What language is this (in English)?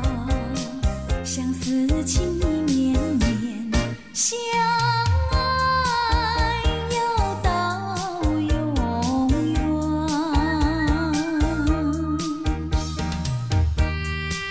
Chinese